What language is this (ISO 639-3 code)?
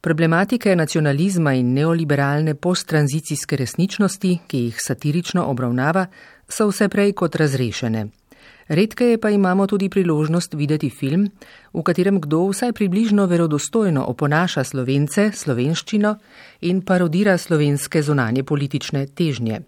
slv